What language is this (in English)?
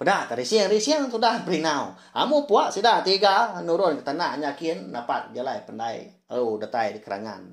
Iban